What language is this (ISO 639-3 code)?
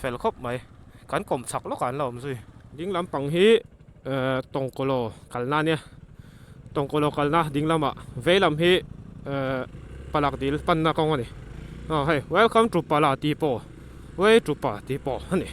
lus